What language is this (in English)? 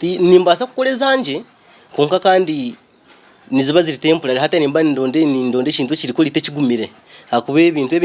Nyankole